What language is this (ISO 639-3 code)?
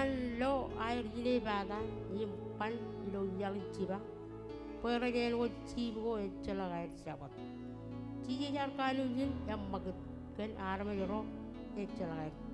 mah